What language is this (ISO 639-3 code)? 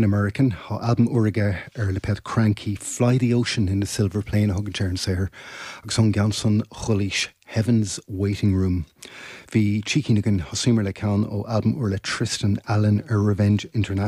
gle